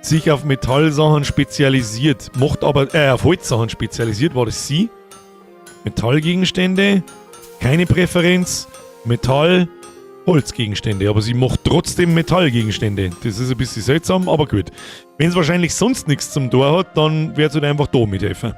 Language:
Bavarian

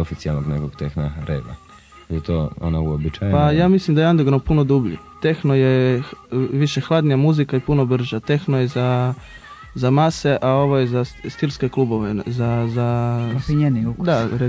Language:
Croatian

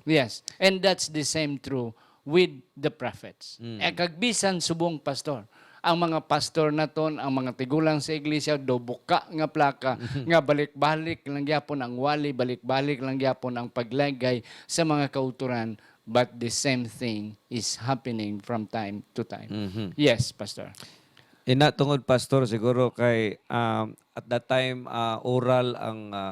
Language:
Hiligaynon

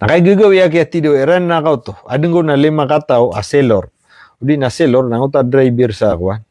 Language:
Maranao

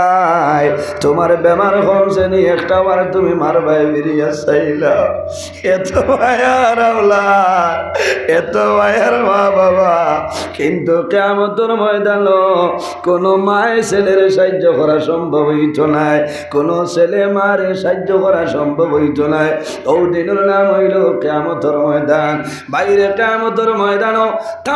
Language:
Sylheti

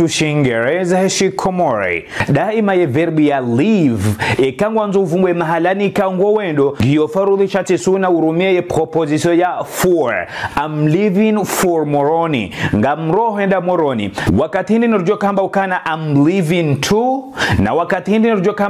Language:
Ngazidja Comorian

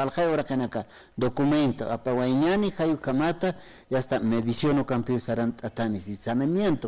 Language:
Aymara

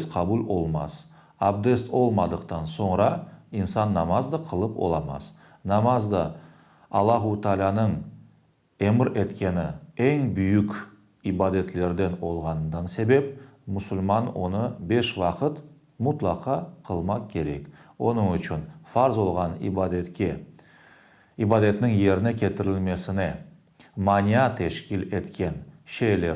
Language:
Crimean Tatar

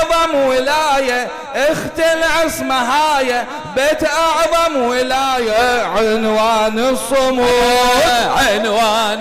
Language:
Mesopotamian Arabic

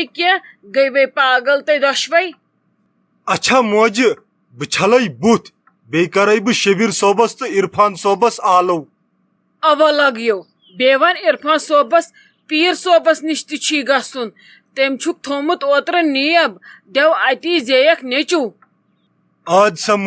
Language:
Kashmiri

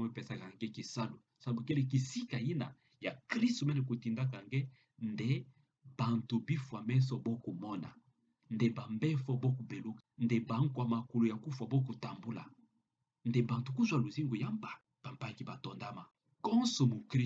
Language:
Kituba (Democratic Republic of Congo)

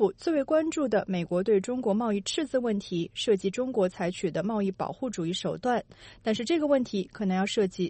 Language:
Chinese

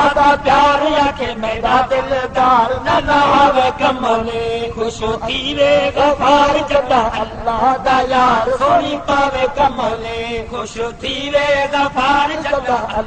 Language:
Saraiki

